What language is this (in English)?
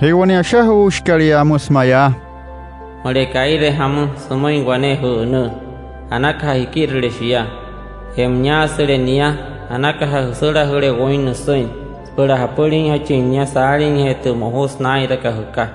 Wayuu